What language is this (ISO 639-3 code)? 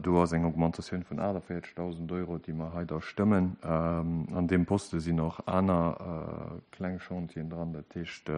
ltz